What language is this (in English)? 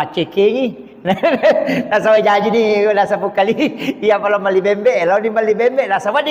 Buginese